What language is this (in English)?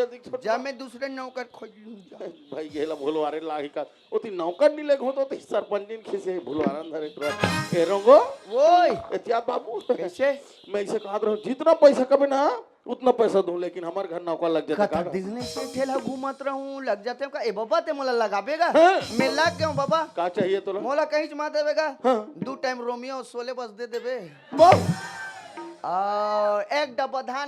Chhattisgarhi